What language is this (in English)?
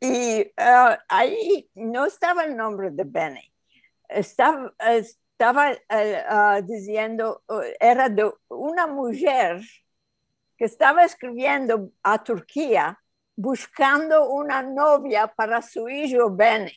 Ladino